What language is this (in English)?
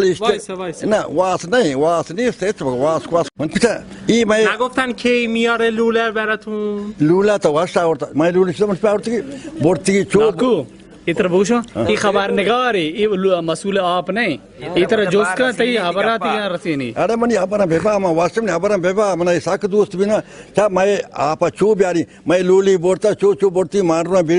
Baluchi